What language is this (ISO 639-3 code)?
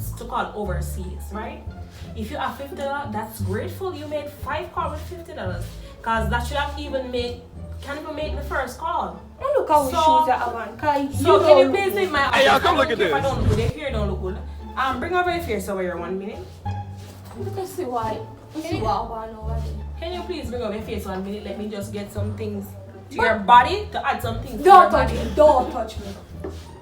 jam